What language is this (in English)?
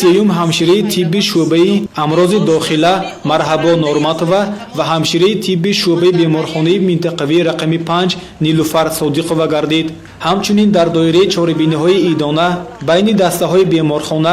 Tajik